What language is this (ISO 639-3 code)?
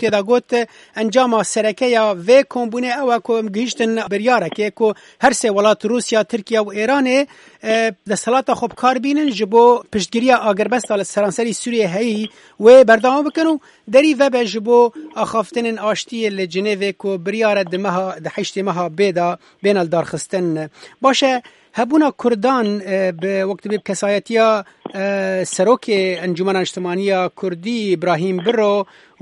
kur